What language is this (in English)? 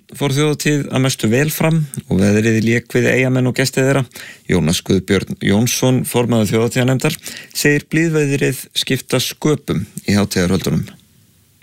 Icelandic